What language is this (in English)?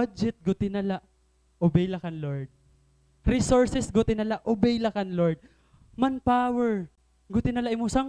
Waray